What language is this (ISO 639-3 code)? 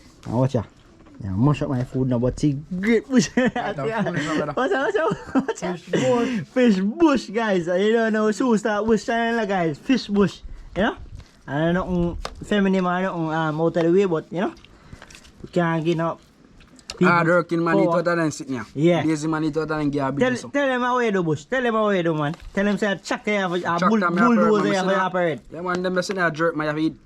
jam